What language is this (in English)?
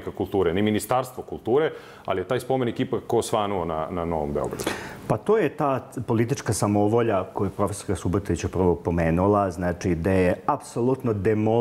Serbian